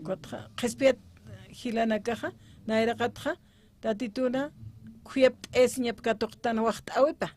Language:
Aymara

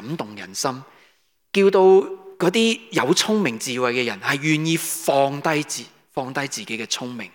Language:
Cantonese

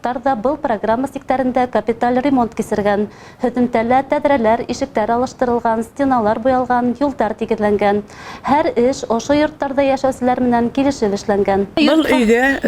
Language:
Bashkir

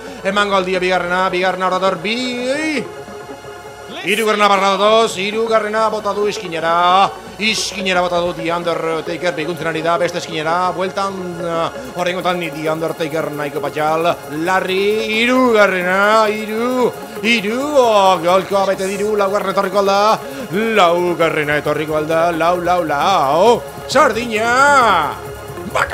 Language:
Basque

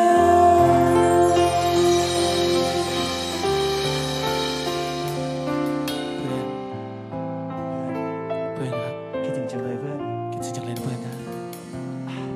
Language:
Thai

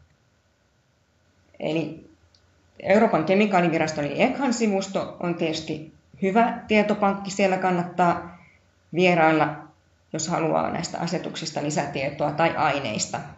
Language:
Finnish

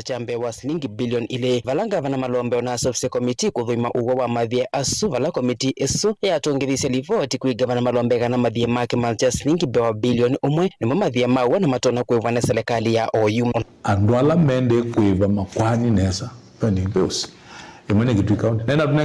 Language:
Kamba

